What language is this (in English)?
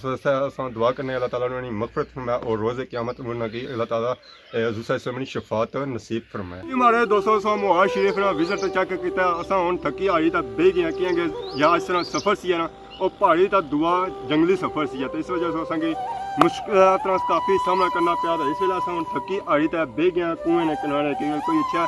Pahari-Potwari